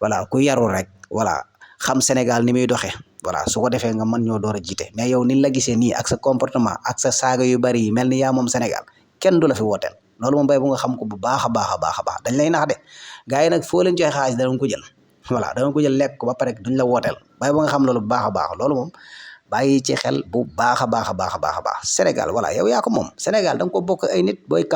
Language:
Wolof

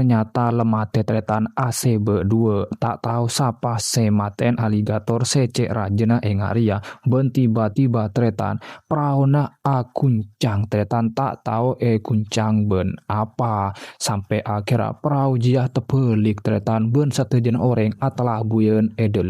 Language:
Madurese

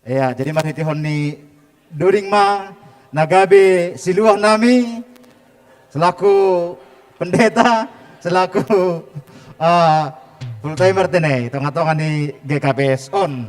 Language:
Batak Simalungun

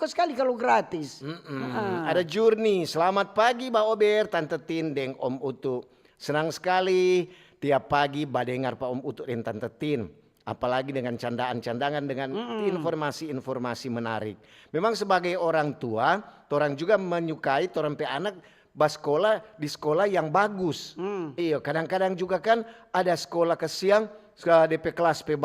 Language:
Manado Malay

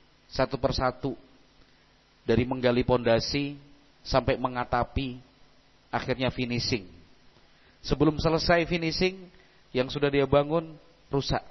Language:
Indonesian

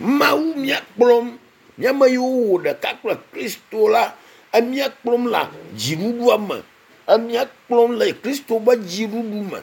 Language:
Ewe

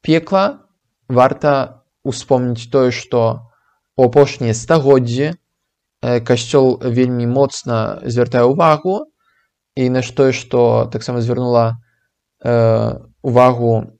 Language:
Belarusian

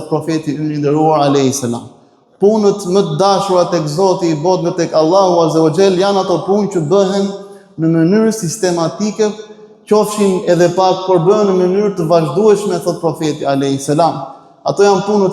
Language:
Albanian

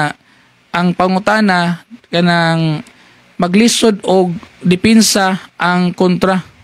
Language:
Cebuano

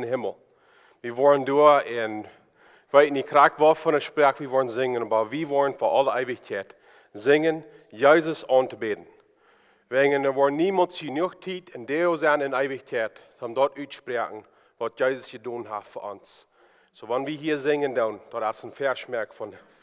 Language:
Plautdietsch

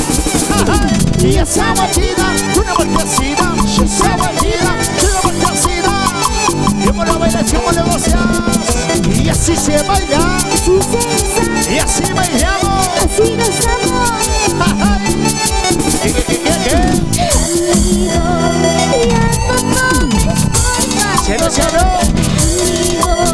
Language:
Spanish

